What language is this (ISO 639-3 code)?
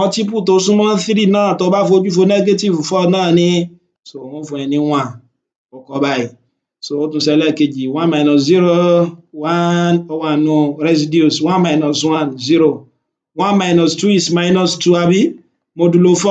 yor